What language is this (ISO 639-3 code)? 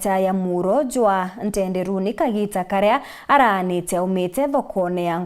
mer